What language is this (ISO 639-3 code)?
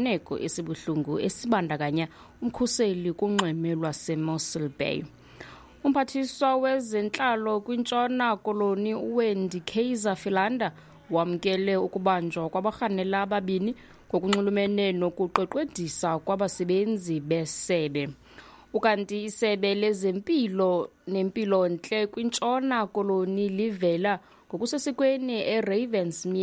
xho